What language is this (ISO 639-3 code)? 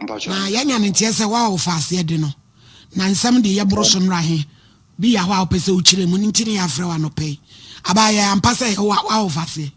aka